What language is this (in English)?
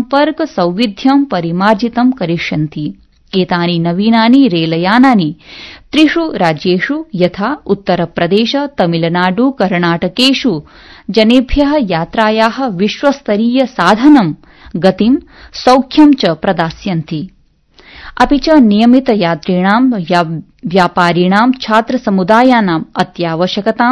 Sanskrit